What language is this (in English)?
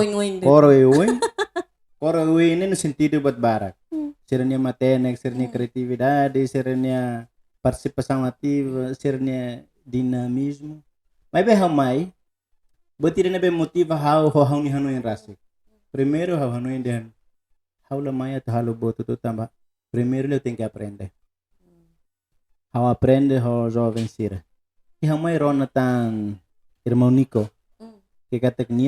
Tetum